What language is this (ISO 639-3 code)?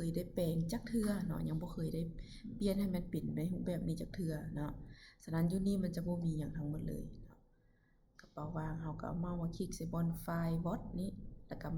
lao